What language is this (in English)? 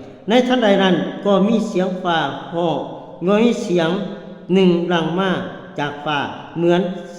Lao